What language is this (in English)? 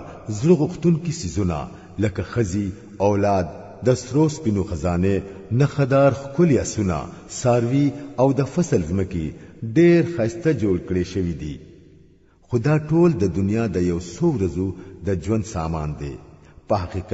Pashto